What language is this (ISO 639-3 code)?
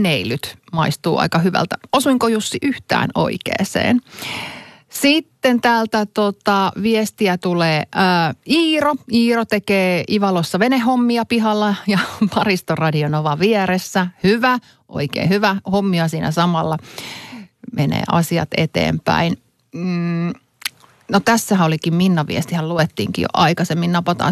fin